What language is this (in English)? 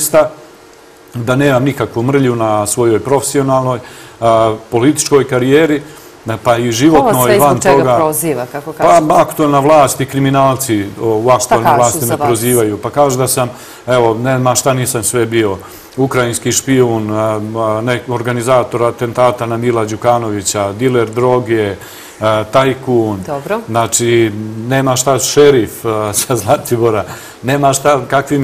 Serbian